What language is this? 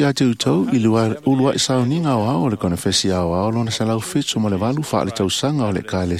Samoan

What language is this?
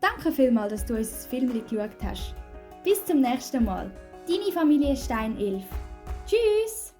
Swiss German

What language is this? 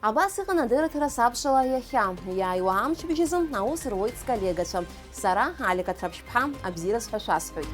Abkhazian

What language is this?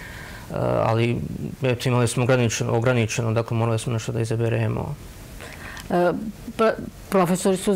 Serbian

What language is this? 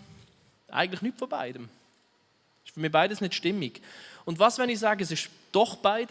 Swiss German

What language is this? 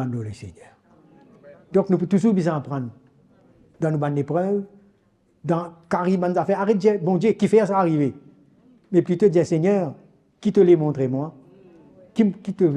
Morisyen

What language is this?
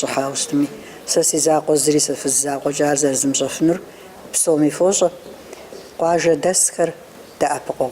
Kabardian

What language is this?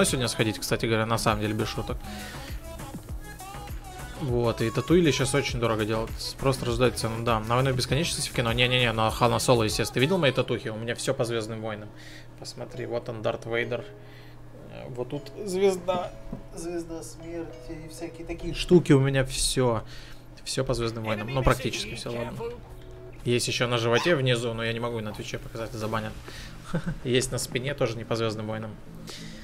Russian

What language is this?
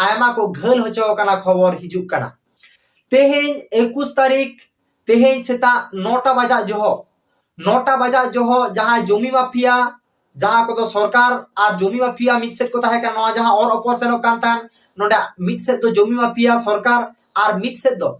Santali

